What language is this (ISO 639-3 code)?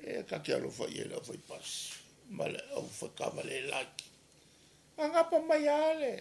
smo